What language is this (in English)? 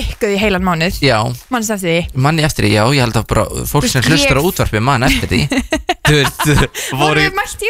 Icelandic